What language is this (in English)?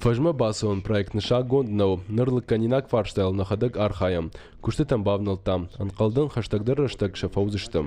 Ossetic